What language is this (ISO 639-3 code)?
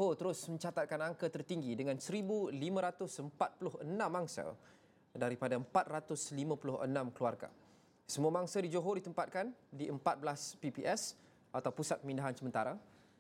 msa